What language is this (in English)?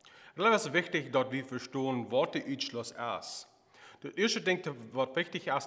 Plautdietsch